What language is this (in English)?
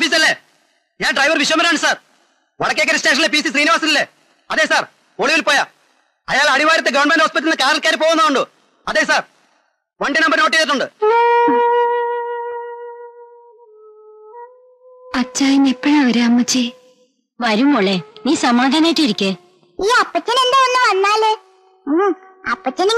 Malayalam